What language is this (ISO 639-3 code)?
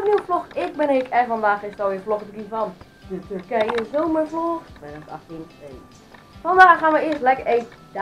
nld